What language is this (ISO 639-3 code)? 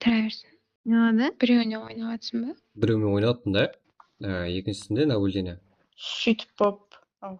kaa